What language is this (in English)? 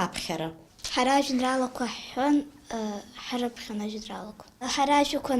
Abkhazian